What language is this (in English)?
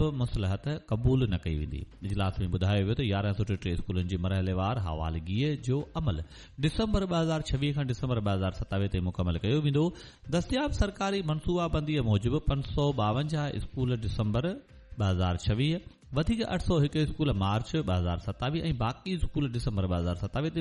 Sindhi